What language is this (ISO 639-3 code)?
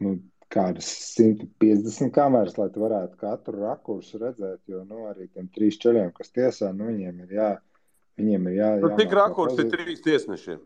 lav